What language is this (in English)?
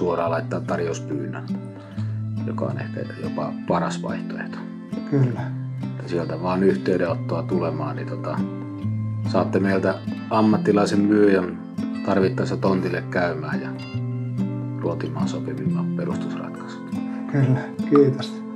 Finnish